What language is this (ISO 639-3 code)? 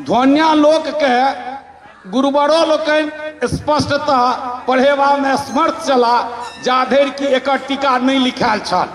mai